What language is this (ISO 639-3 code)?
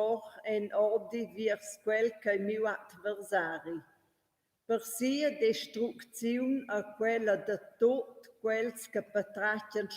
roh